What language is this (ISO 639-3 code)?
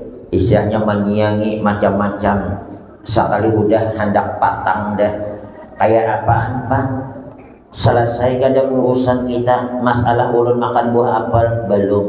bjn